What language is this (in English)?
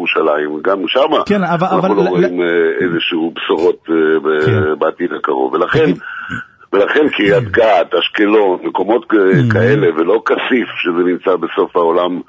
Hebrew